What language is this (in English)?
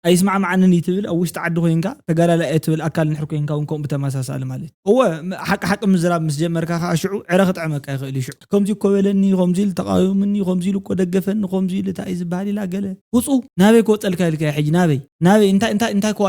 Tigrinya